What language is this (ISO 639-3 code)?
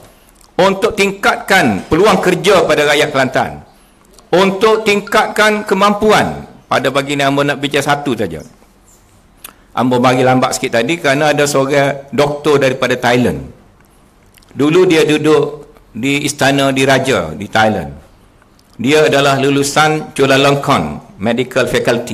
msa